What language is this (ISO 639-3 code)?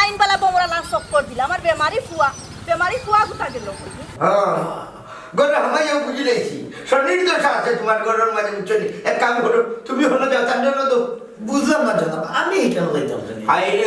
syl